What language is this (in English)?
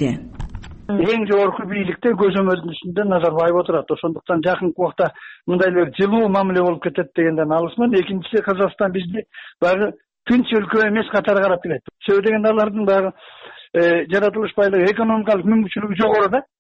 Kyrgyz